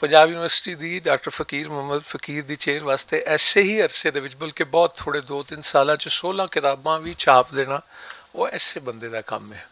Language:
Western Panjabi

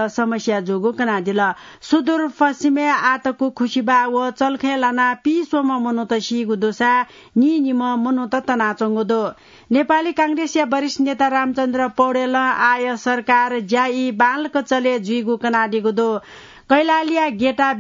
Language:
Newari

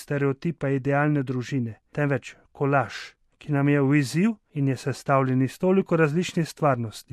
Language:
Slovenian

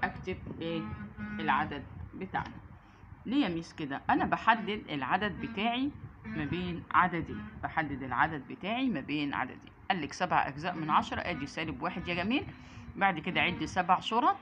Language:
Egyptian Arabic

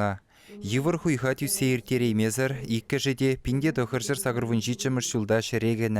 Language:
Chuvash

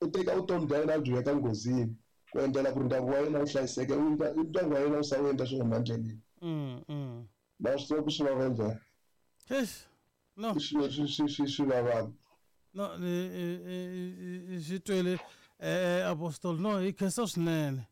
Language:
Tsonga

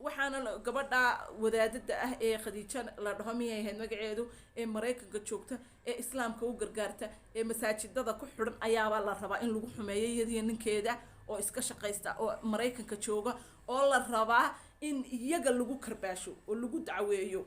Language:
Somali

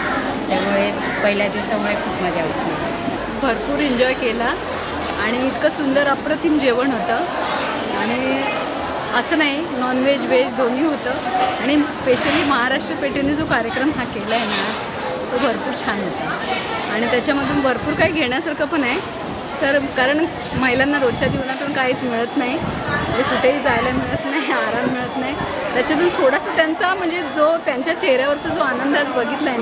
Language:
Marathi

